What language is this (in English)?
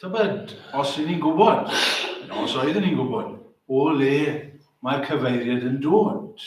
Welsh